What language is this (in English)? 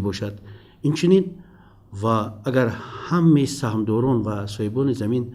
Tajik